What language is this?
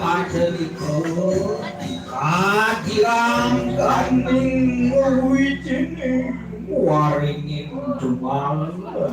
Balinese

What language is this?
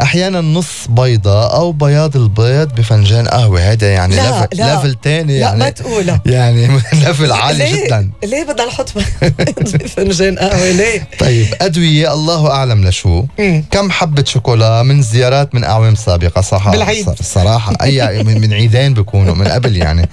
North Levantine Arabic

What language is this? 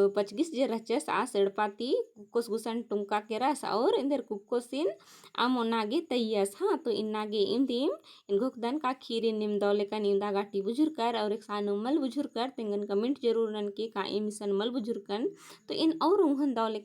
Kurukh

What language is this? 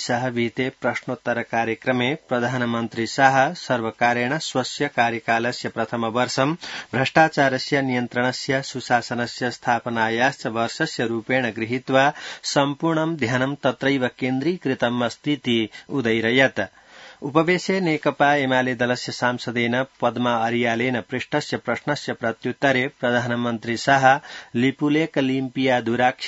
Sanskrit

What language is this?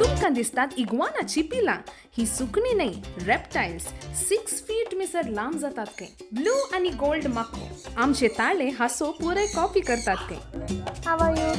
Konkani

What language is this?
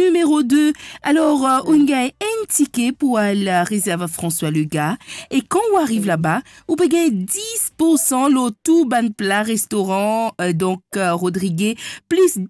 Morisyen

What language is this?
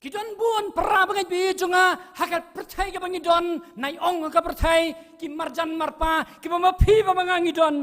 Khasi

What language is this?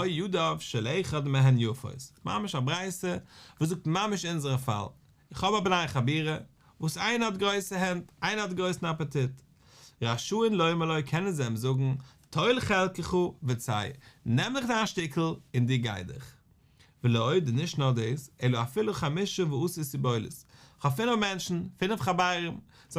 Yiddish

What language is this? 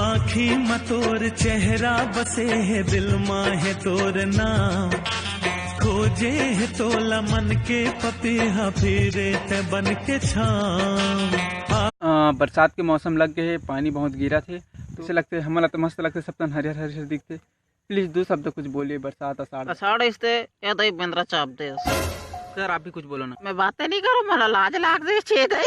Chhattisgarhi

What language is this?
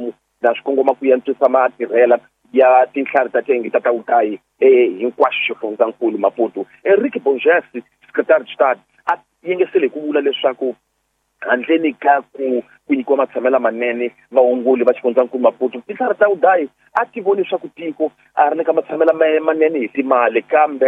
Tsonga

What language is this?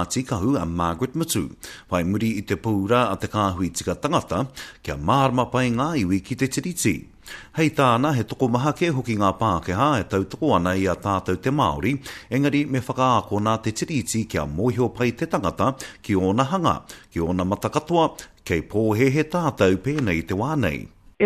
Māori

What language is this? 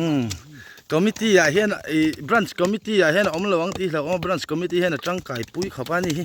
Mizo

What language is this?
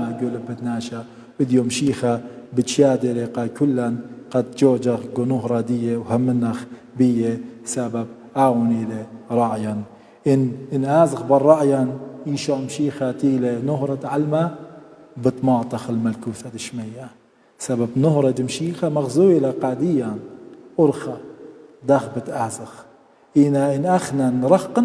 Assyrian Neo-Aramaic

